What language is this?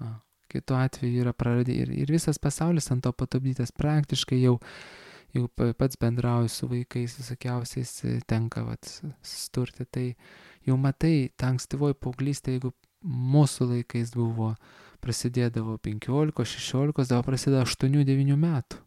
Lithuanian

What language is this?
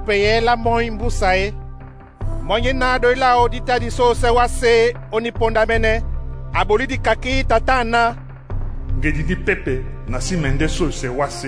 Duala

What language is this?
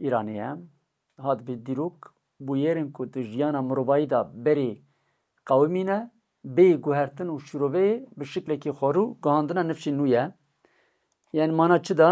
Kurdish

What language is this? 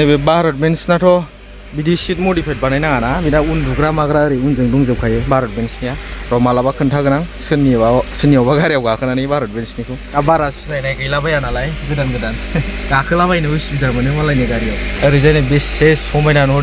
Bodo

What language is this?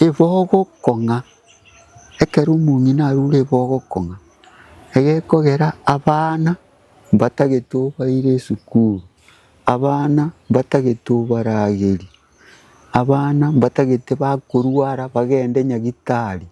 Gusii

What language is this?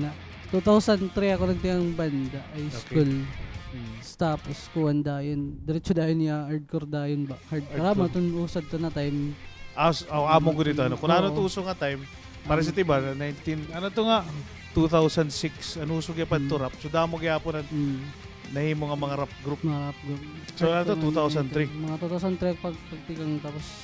Waray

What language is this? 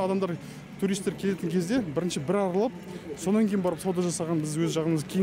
Kazakh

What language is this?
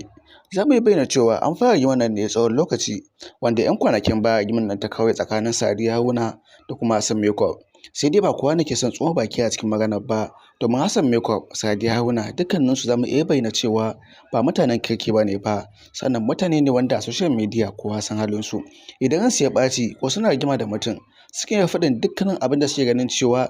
Hausa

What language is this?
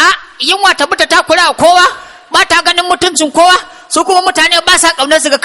Hausa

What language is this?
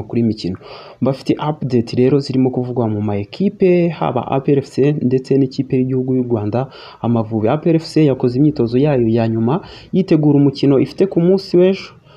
Kinyarwanda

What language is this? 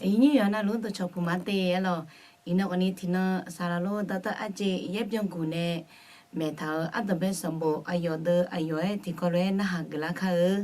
Akha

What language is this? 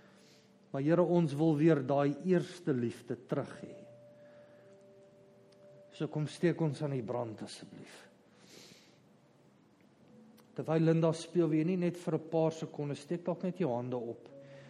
Afrikaans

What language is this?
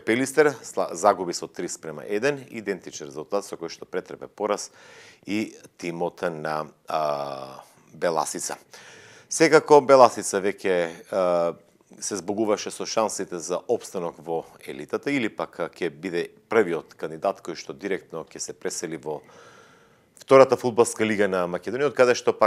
Macedonian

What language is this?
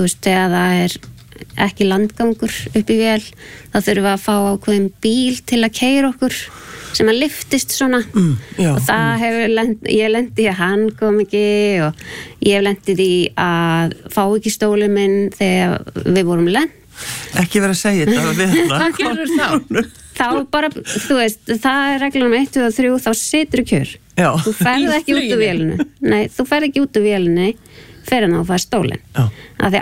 Icelandic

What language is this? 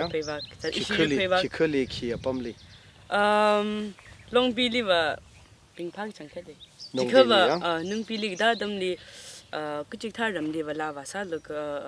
Tangkhul Naga (India)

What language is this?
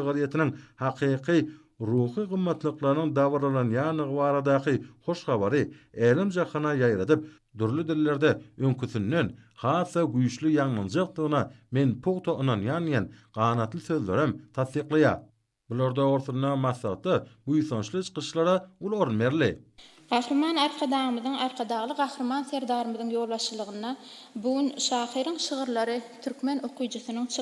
Turkmen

